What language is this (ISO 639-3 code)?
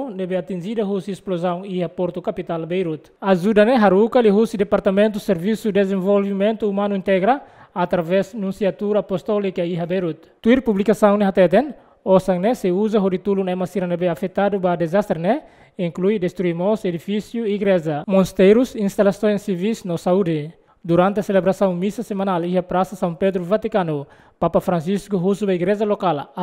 tet